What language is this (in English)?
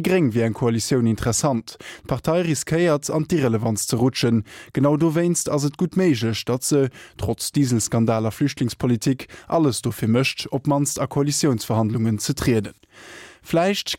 Luxembourgish